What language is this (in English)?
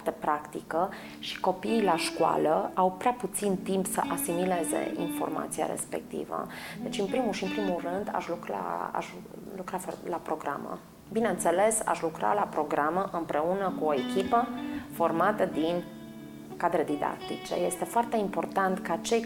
Romanian